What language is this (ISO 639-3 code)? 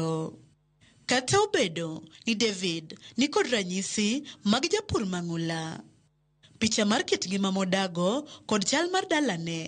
luo